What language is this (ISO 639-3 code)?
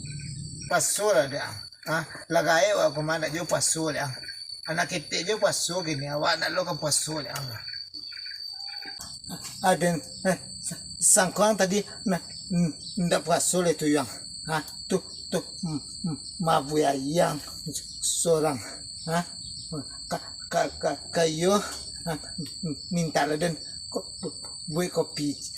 min